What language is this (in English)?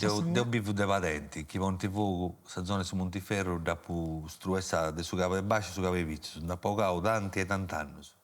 Sardinian